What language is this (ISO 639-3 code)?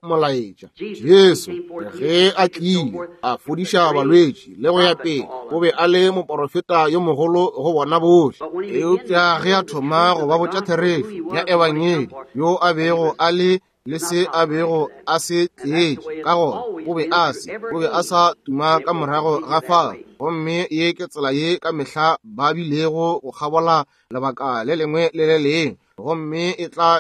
nso